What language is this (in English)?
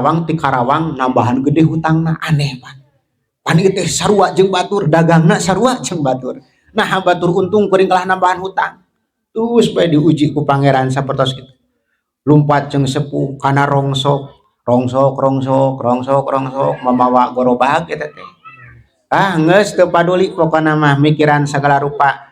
Sundanese